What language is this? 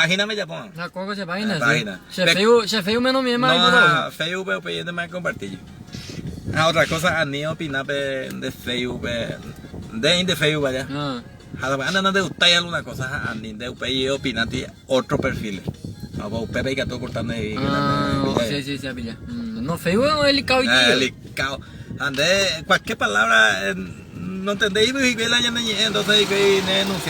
Guarani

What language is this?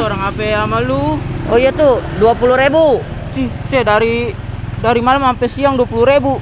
Betawi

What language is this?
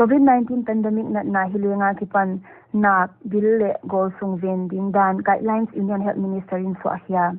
Paite Chin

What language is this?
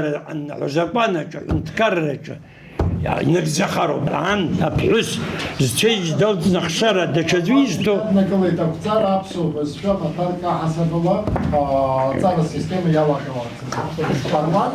Abkhazian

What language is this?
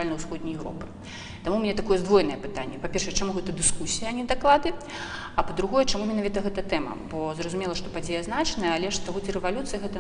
Belarusian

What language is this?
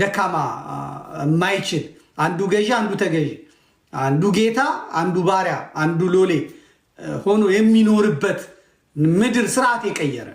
Amharic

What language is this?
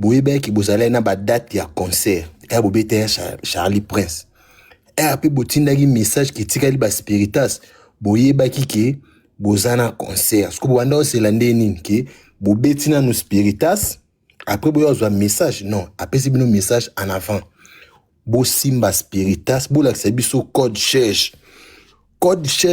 Lingala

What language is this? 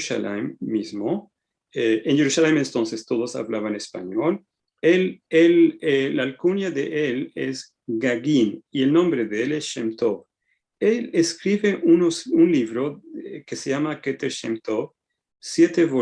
Ladino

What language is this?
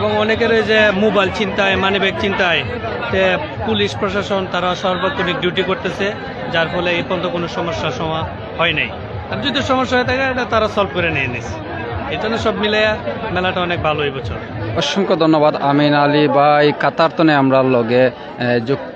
Sylheti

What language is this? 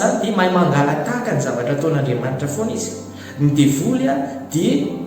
Malagasy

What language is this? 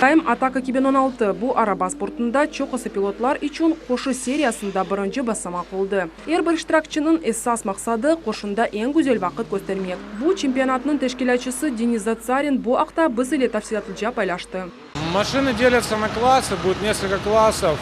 Crimean Tatar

